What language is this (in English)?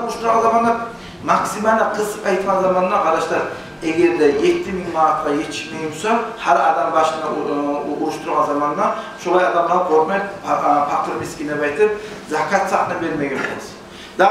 Kumyk